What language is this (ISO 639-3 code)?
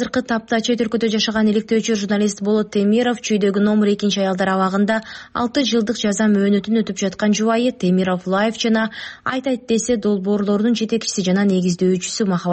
kir